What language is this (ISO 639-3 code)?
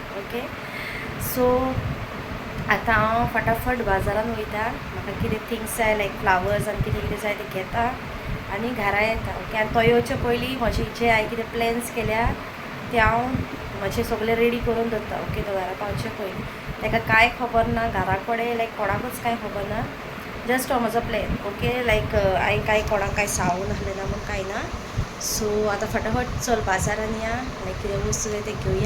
kok